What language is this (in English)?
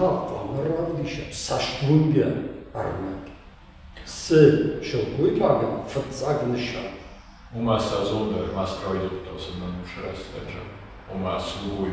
Ossetic